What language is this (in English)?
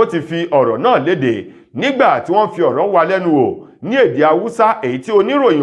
Yoruba